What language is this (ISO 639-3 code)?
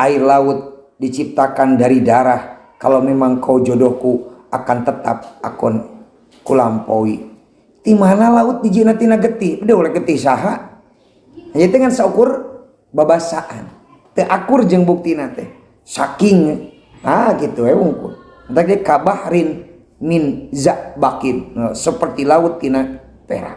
sun